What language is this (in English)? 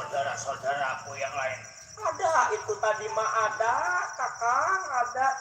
Betawi